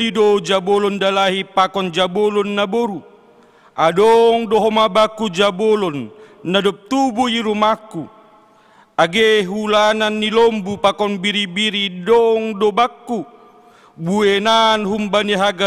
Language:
Batak Simalungun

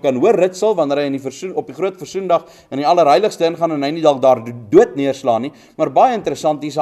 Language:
Afrikaans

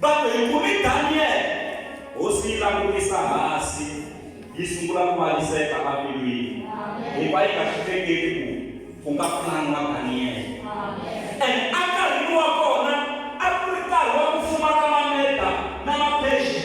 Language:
Tsonga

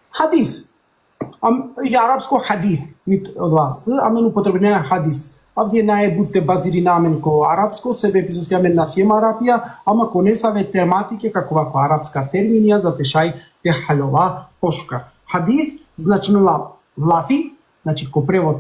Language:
Balkan Romani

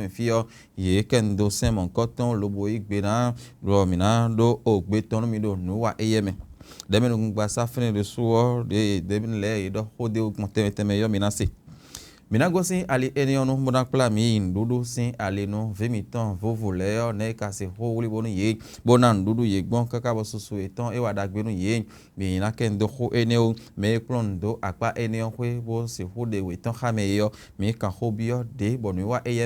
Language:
Fon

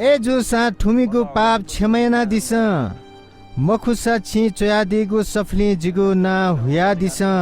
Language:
Newari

